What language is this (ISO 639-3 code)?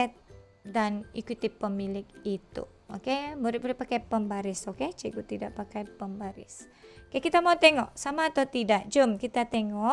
msa